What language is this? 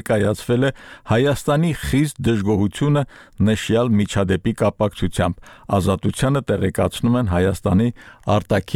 Armenian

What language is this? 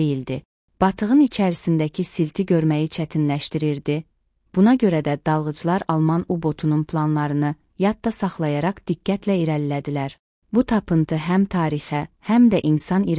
Azerbaijani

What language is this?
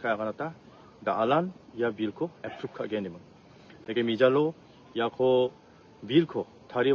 Garo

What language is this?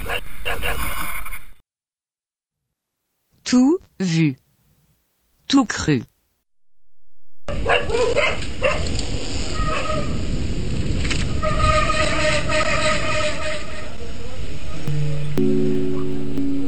French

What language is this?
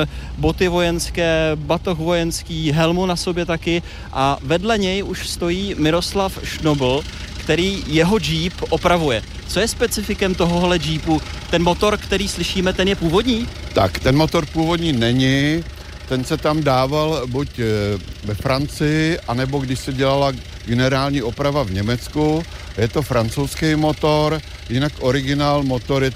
Czech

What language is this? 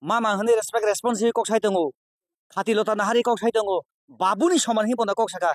Kok Borok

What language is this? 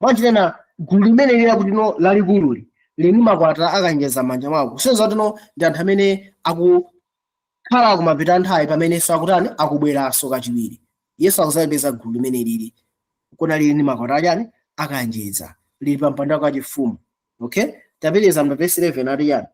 Nyanja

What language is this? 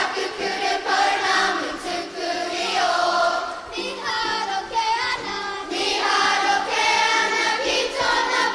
Māori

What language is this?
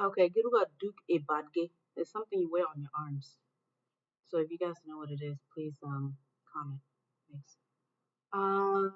Acoli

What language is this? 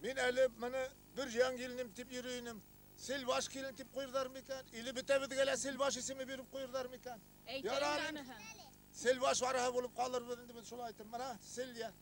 Bashkir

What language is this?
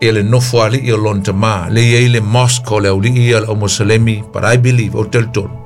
Samoan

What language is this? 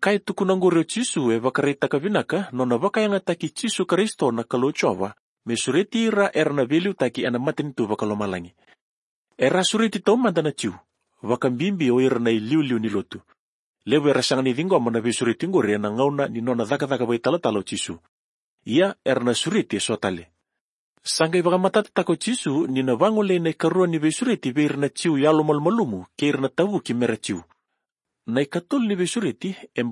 Fijian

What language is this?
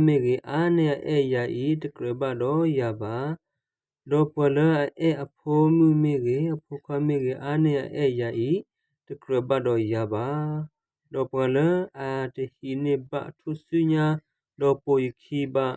S'gaw Karen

